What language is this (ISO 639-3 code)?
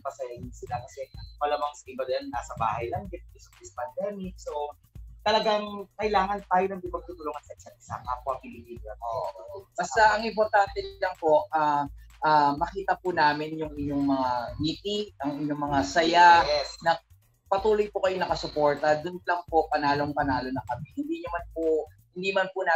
fil